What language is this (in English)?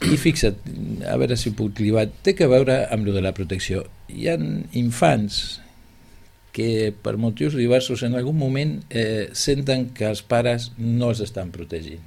Catalan